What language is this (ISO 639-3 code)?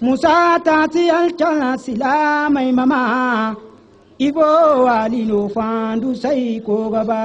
dje